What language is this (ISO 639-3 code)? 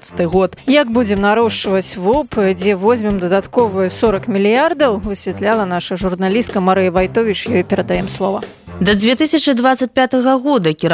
bel